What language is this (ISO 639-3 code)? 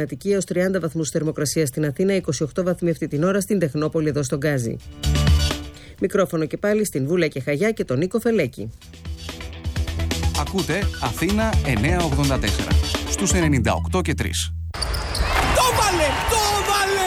ell